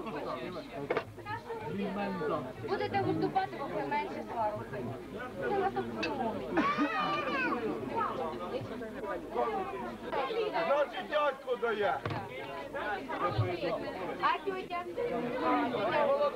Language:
Ukrainian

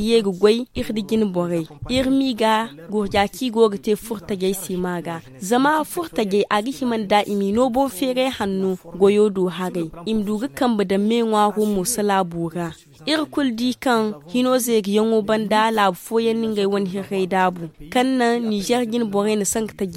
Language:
Zarma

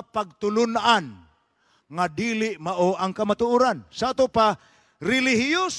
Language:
Cebuano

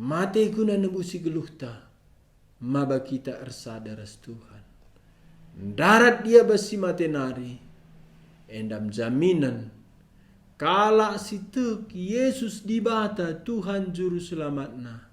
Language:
Batak Karo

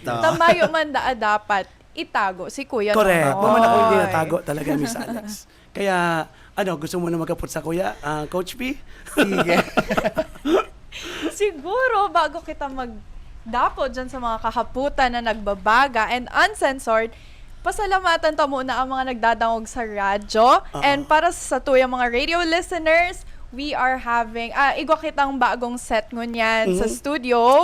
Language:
Bikol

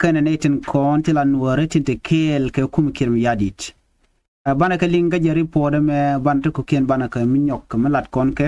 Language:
Nuer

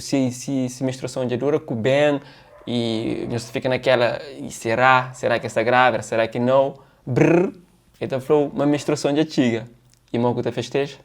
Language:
Kabuverdianu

